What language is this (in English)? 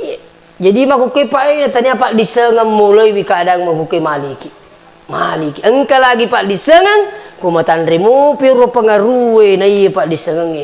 Buginese